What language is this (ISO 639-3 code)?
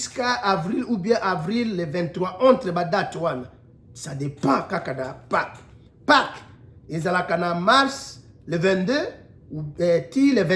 lin